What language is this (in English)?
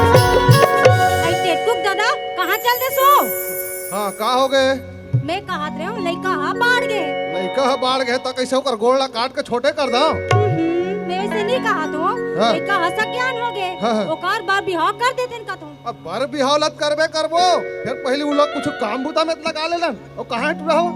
Chhattisgarhi